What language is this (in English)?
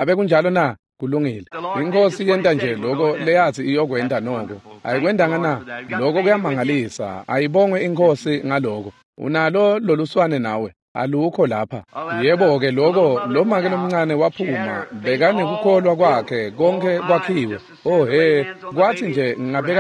Swati